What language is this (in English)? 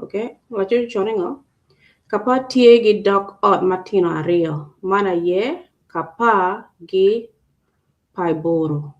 Acoli